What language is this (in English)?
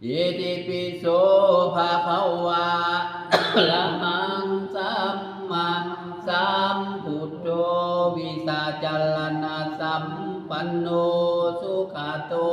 Pali